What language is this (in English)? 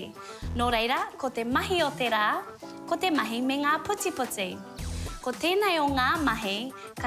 Māori